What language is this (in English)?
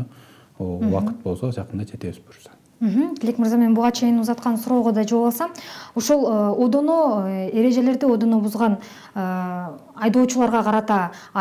Kyrgyz